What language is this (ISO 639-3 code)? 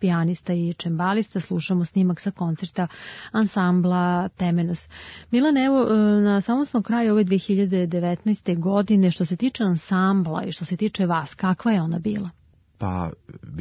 srp